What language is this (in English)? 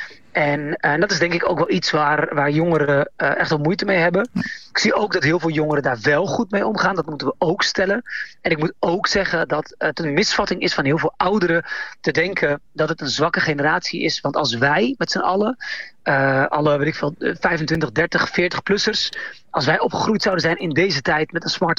Dutch